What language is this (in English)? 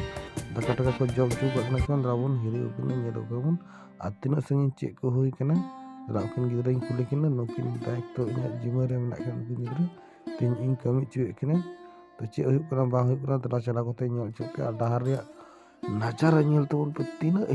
Santali